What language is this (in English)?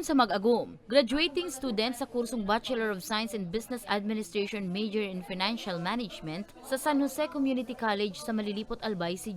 Bikol